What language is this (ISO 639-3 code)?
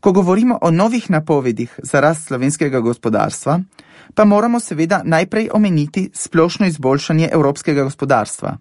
slv